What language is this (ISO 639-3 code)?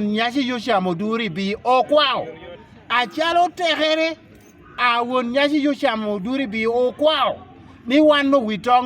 laj